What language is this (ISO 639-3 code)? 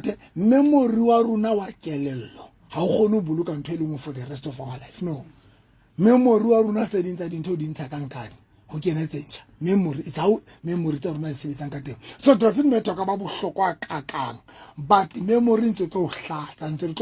sot